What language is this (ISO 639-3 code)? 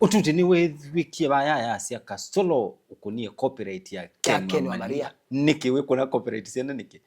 kam